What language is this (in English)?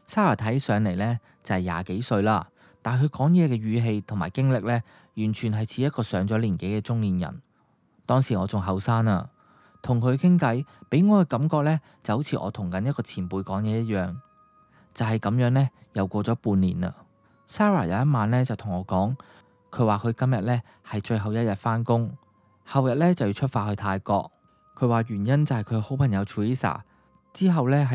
Cantonese